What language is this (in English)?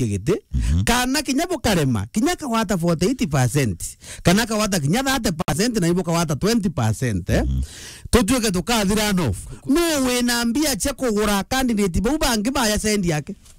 Meru